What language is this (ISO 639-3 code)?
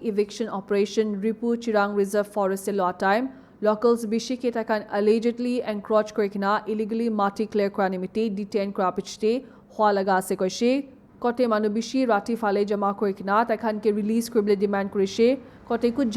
nag